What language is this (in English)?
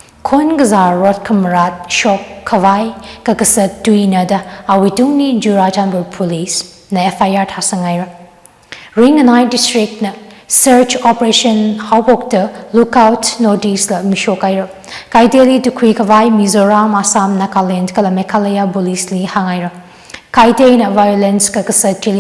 Tangkhul Naga (India)